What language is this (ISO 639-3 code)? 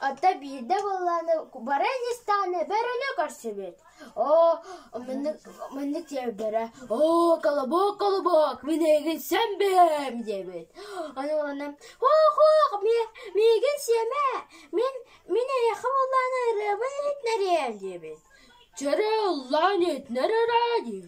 sah